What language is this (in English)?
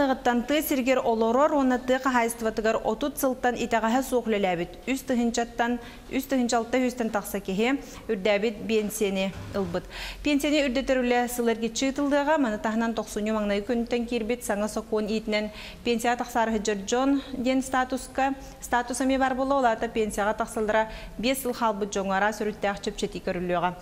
Yakut